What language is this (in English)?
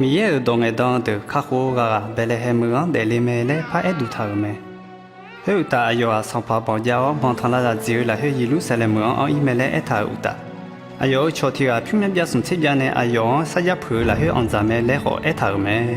Akha